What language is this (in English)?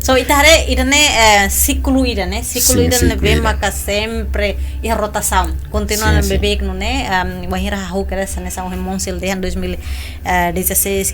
Tetum